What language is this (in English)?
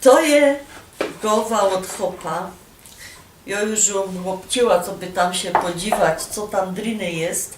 Silesian